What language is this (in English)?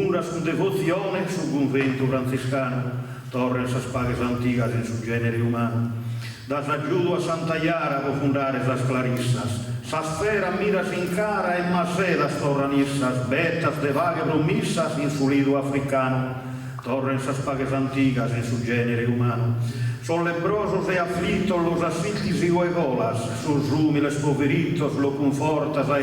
Sardinian